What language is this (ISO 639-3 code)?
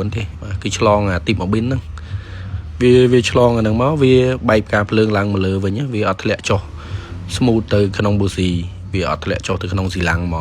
khm